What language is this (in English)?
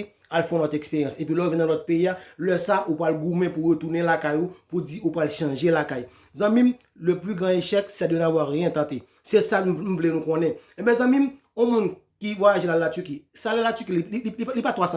Haitian Creole